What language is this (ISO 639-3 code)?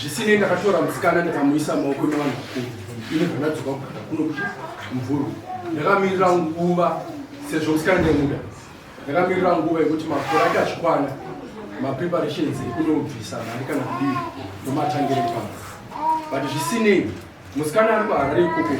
sna